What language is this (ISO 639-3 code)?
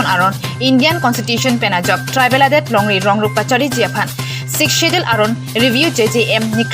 mjw